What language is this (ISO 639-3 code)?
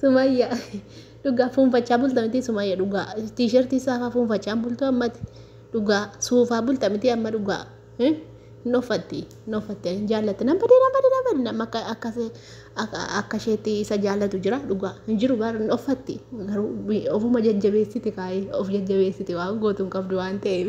orm